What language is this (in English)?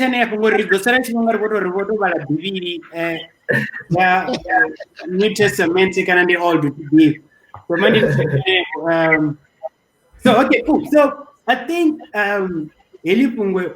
Venda